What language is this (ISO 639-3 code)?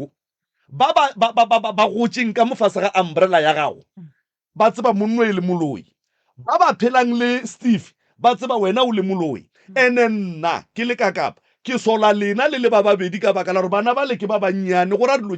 nso